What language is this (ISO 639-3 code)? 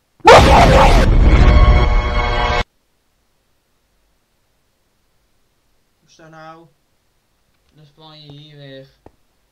nld